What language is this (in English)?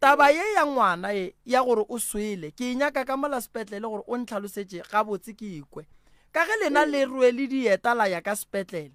Northern Sotho